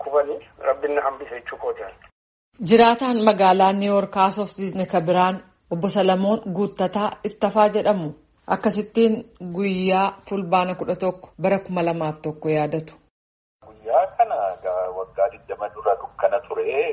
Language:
Oromo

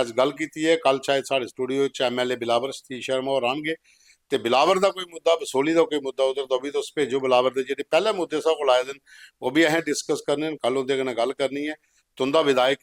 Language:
Dogri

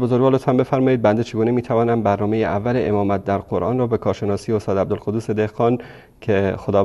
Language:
Persian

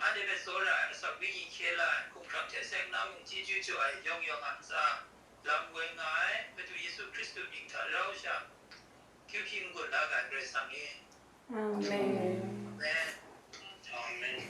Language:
Kachin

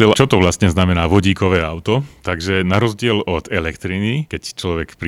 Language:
Slovak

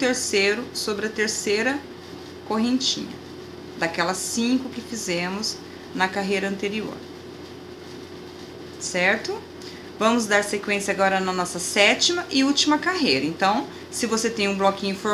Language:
Portuguese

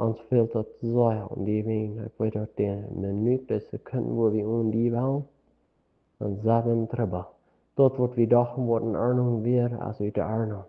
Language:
Plautdietsch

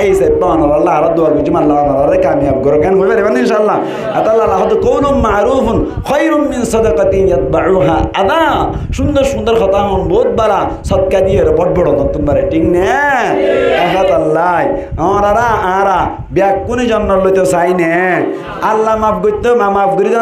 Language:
Rohingya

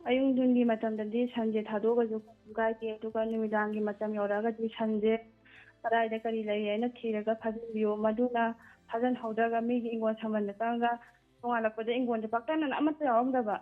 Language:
Manipuri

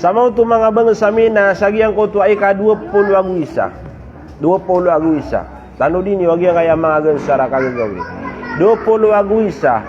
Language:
Maranao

